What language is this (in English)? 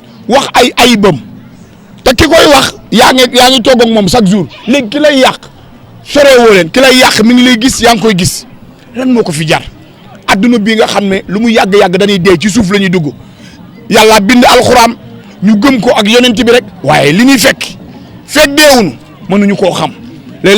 Wolof